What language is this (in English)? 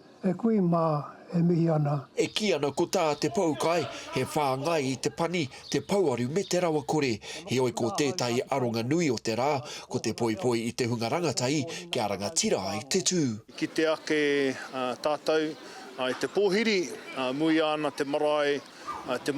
Māori